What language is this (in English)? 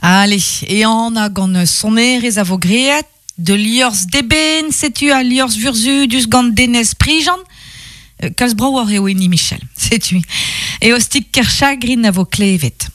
Breton